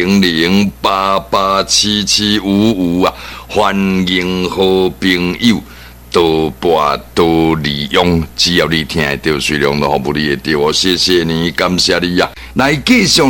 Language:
Min Nan Chinese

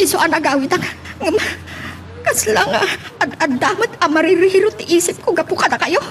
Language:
Iloko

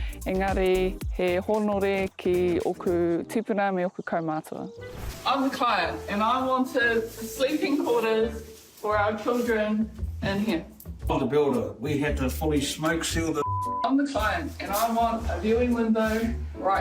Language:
Māori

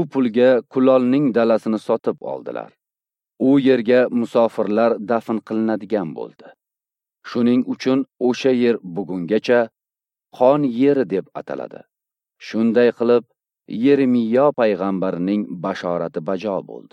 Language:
Uzbek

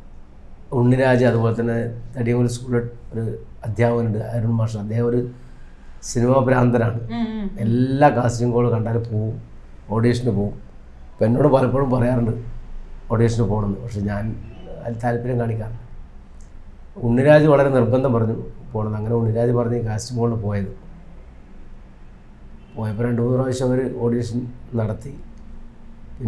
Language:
Malayalam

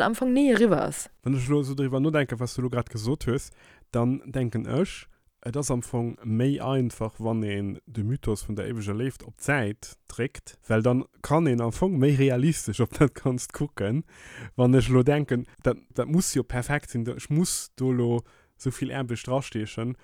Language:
Luxembourgish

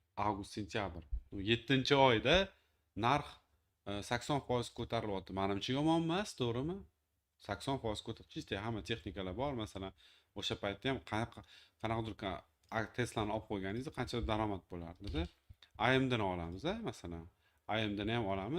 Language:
Uzbek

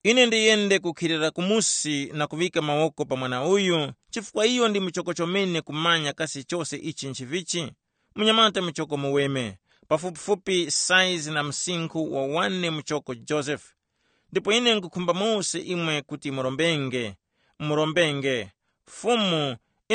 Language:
Tumbuka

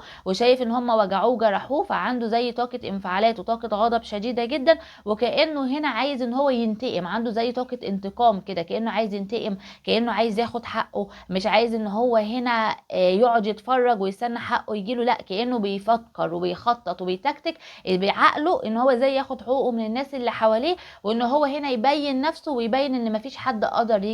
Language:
Egyptian Arabic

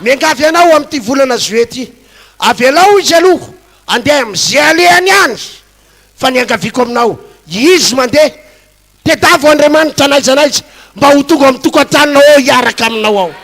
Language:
Malagasy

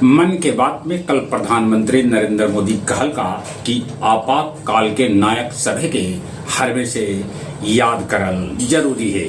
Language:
Magahi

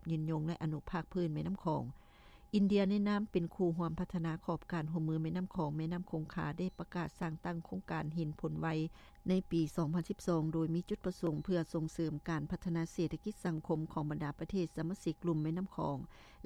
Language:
Lao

